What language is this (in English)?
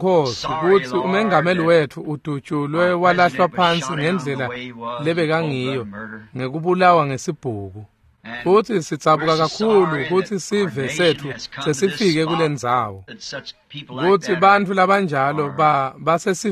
Swati